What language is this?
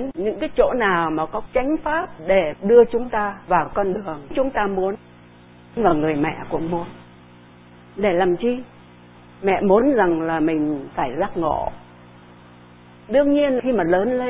Vietnamese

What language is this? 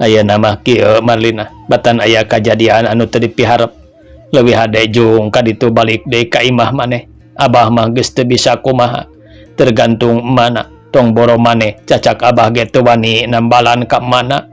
Sundanese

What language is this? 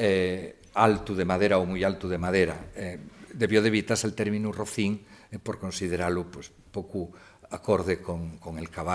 Asturian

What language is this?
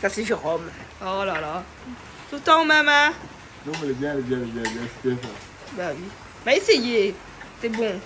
Réunion Creole French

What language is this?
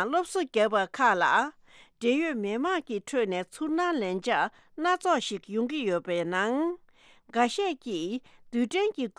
Tibetan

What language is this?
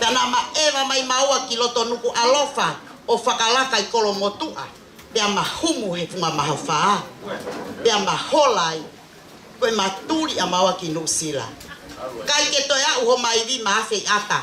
Tongan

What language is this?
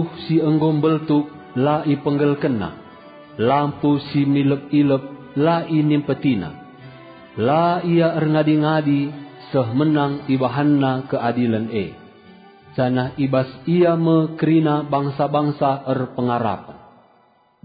Batak Karo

